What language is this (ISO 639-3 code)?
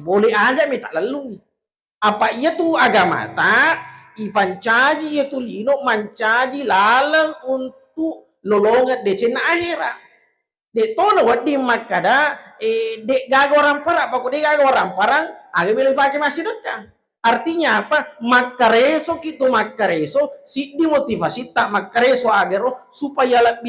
bug